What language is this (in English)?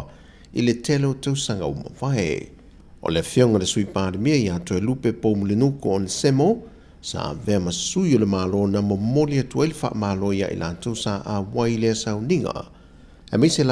Samoan